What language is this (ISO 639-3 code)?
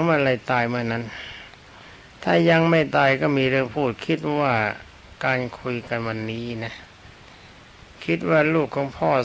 tha